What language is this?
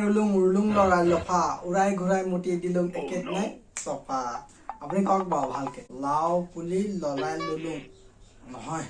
Assamese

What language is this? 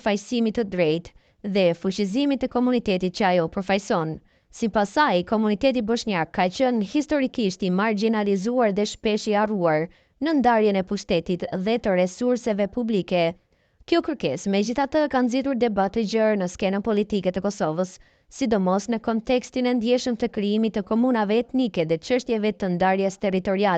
Albanian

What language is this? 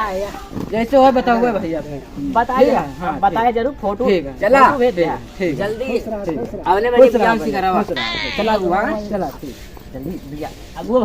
Awadhi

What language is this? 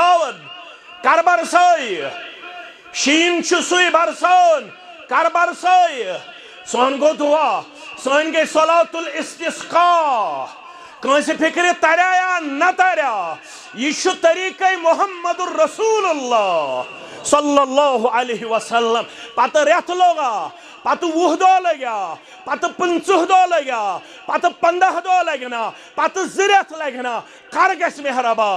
Kashmiri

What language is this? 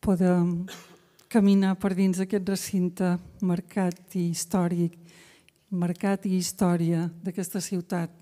Catalan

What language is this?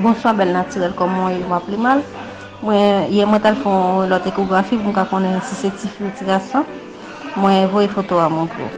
Haitian Creole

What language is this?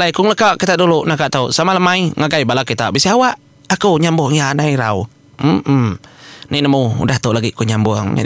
Iban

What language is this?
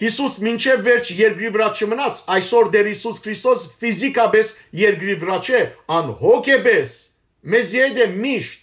Western Armenian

